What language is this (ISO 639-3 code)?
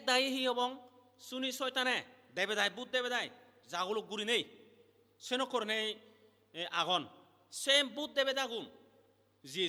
ccp